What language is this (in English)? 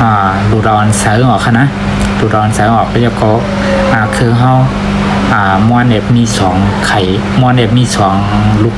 Shan